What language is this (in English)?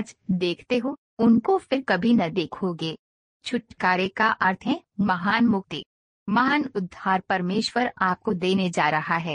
Hindi